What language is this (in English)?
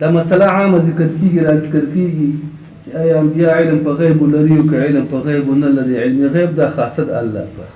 Pashto